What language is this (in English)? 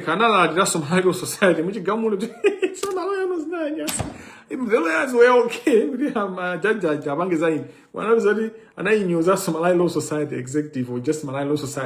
Nyanja